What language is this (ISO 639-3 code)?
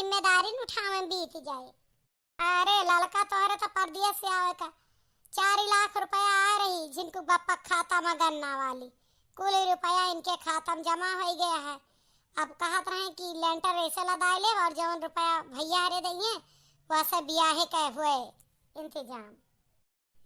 awa